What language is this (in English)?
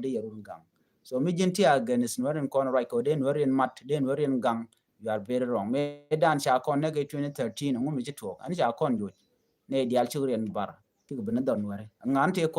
Nuer